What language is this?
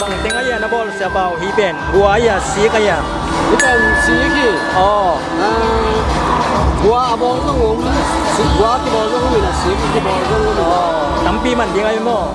Tedim Chin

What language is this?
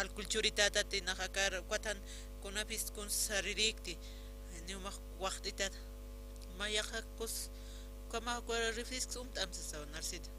Aymara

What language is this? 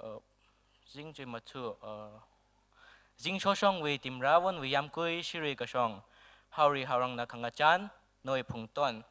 Tangkhul Naga (India)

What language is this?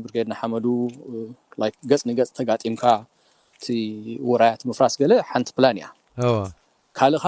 Tigrinya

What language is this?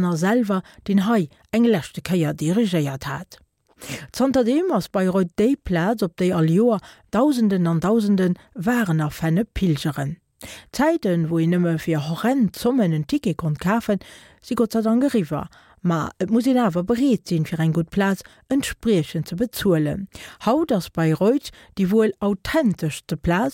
Luxembourgish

